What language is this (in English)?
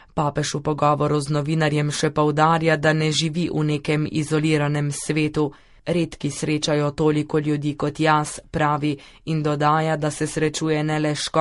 Slovenian